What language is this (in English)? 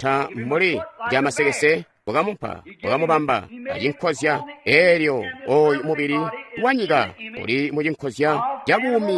Tonga (Zambia)